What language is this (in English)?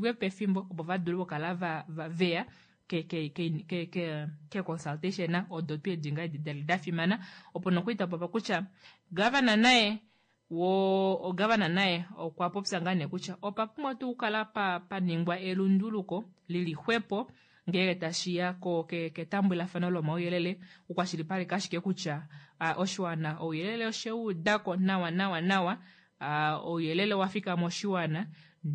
Kuanyama